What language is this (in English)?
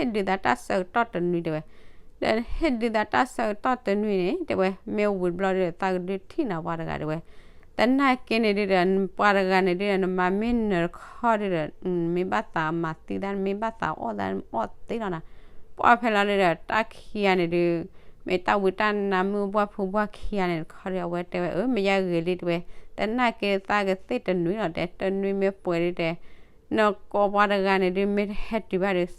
S'gaw Karen